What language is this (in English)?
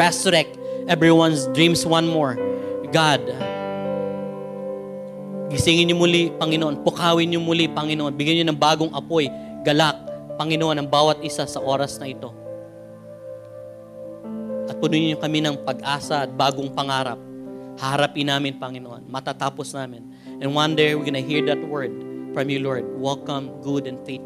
Filipino